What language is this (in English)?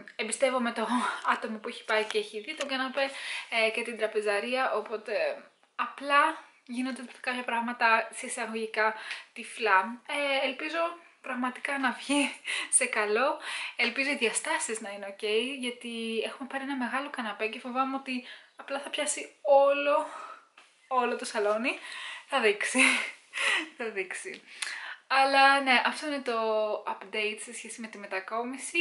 Greek